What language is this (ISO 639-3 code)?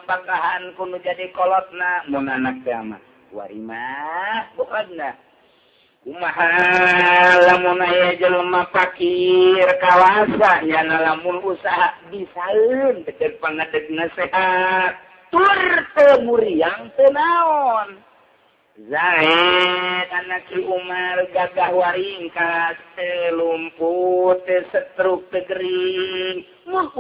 sun